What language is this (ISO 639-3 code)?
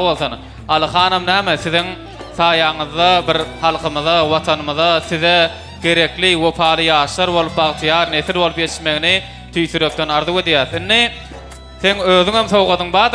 tuk